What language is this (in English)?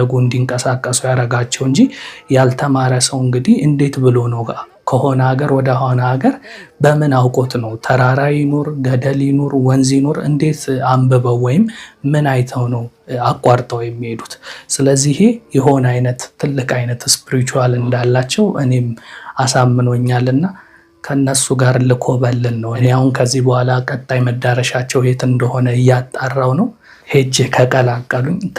Amharic